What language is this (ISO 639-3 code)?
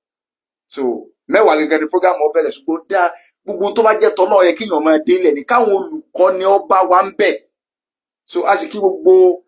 yor